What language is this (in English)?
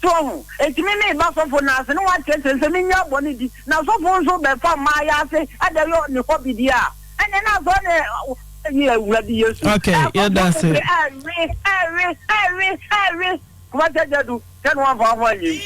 Akan